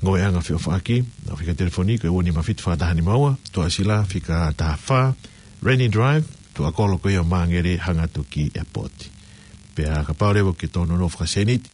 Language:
Tongan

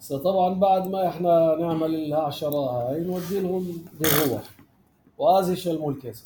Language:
North Levantine Arabic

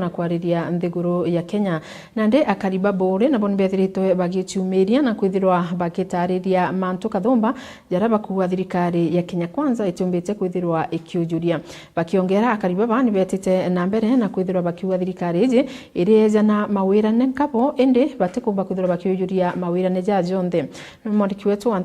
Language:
Meru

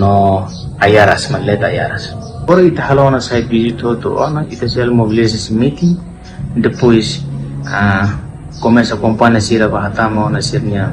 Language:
Tetum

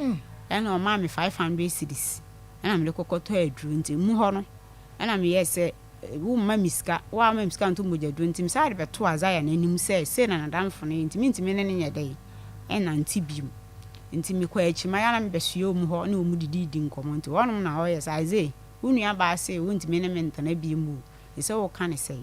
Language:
Akan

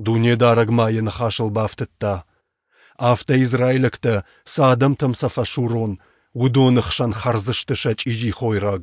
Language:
Ossetic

